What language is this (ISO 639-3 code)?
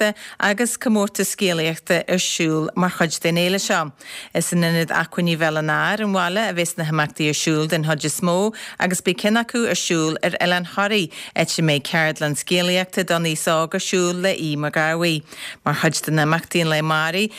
gle